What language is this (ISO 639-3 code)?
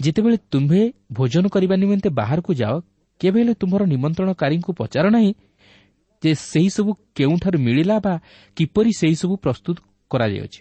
ori